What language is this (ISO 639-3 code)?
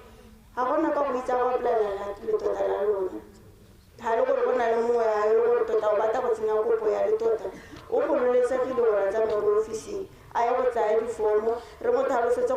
tsn